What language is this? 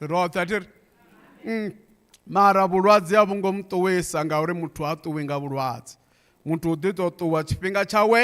Venda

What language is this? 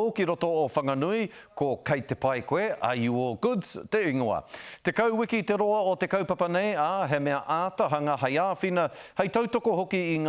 Māori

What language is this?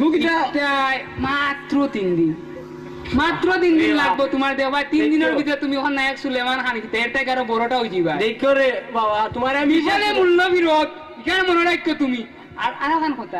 Sylheti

